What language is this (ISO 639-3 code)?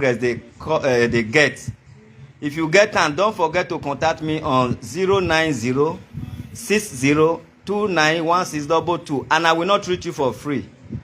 pcm